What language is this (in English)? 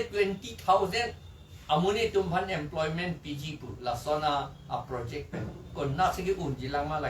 Karbi